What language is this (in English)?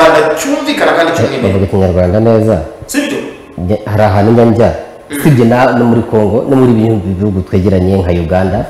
Kinyarwanda